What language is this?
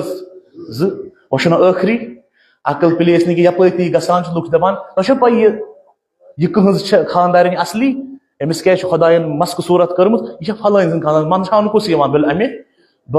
Kashmiri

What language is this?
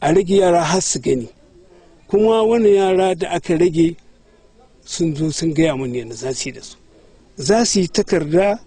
Hausa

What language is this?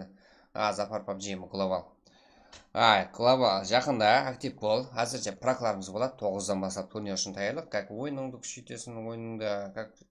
Kara-Kalpak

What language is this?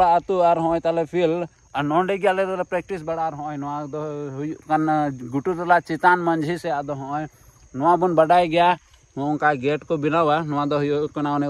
Santali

